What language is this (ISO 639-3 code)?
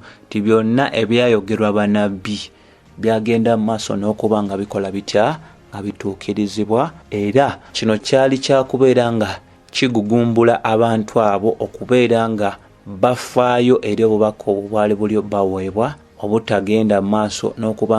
lug